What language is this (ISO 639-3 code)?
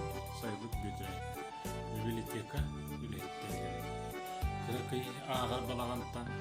sah